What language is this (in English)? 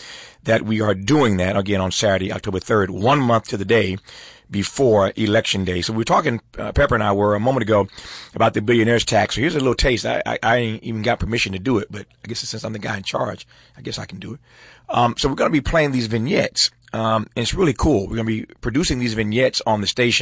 English